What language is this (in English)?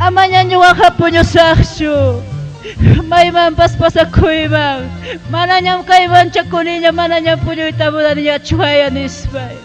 Ayacucho Quechua